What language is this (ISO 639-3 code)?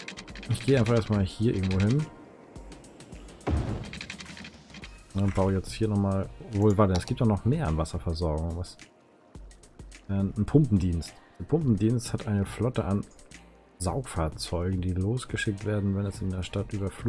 deu